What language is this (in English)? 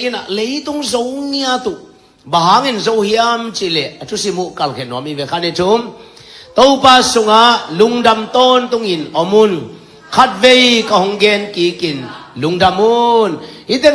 Tedim Chin